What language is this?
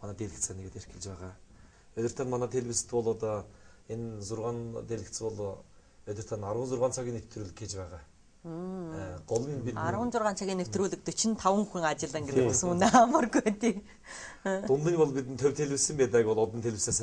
Mongolian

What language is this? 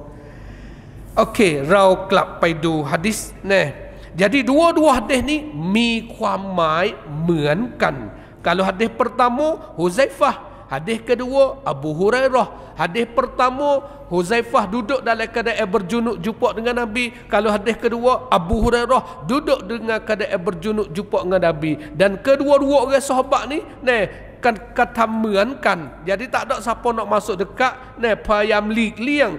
Malay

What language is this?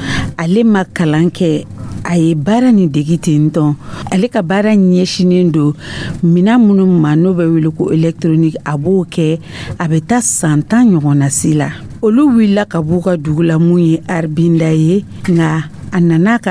Dyula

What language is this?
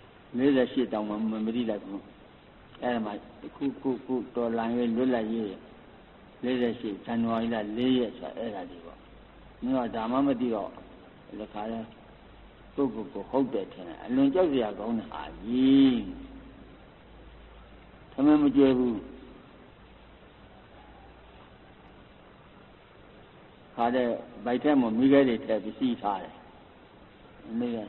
Burmese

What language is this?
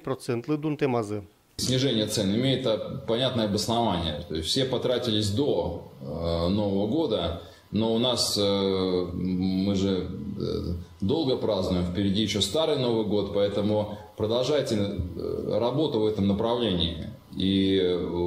Udmurt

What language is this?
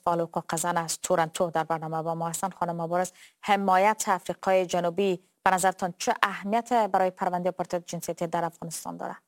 Persian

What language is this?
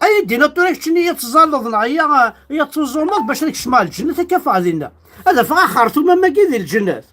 Kabyle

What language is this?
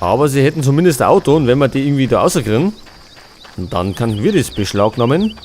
Bavarian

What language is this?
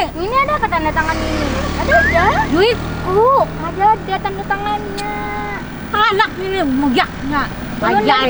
Banjar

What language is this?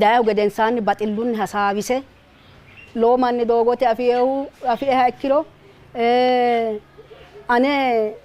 Sidamo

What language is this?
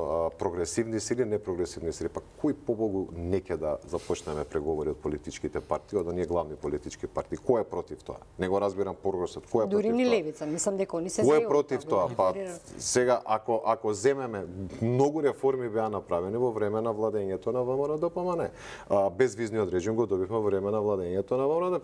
Macedonian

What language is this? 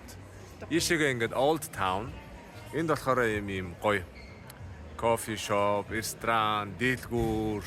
Mongolian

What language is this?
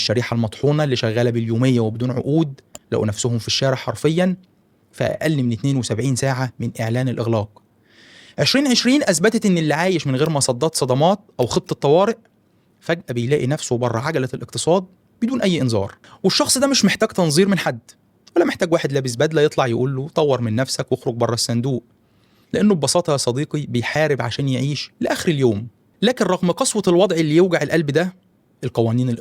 Egyptian Arabic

